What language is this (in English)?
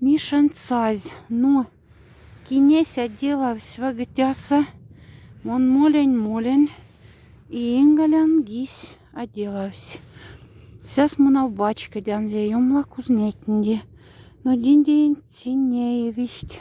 Moksha